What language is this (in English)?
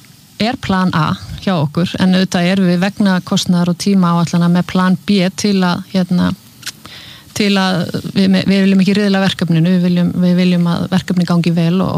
Icelandic